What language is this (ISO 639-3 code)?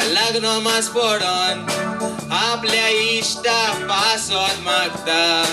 kok